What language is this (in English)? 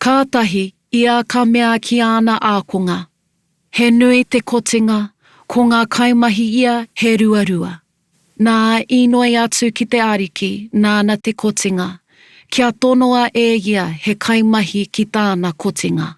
Māori